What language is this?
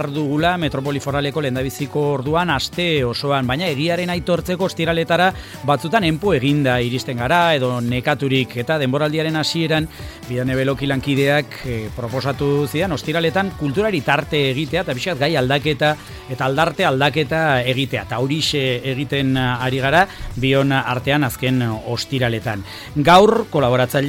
Basque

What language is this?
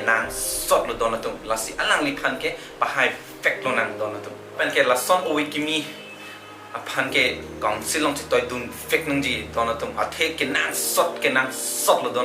Karbi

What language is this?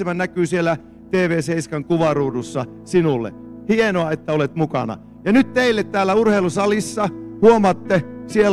Finnish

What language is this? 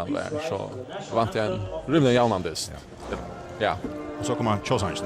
Faroese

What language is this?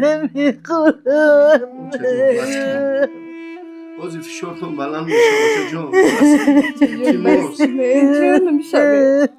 Tajik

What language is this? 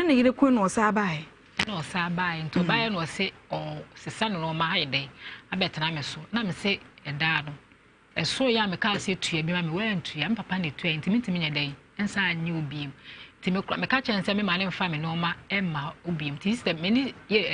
Akan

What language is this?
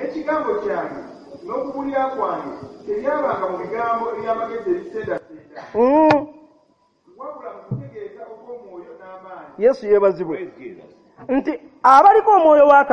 Ganda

